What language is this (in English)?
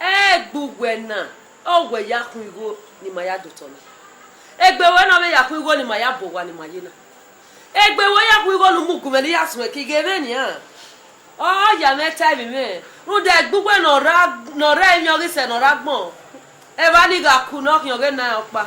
Bini